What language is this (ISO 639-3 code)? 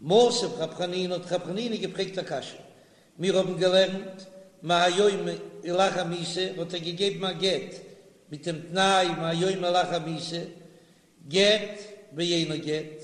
yid